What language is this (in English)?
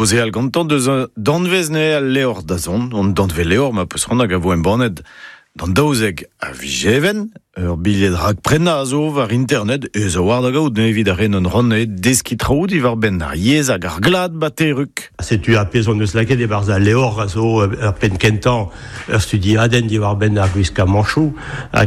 Breton